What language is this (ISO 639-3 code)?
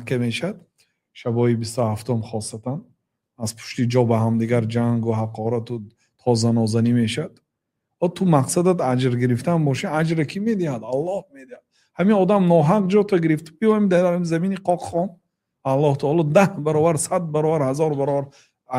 tgk